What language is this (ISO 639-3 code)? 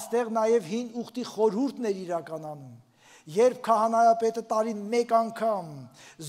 hye